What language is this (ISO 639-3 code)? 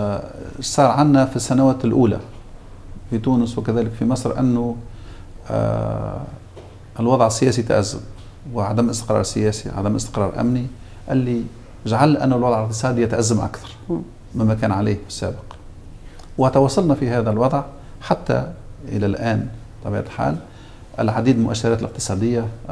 arz